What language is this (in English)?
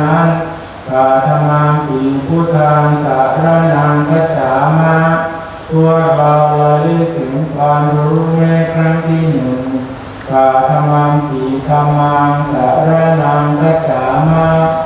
Pali